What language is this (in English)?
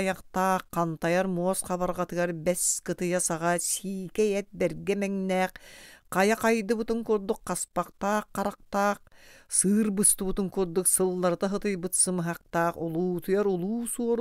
Yakut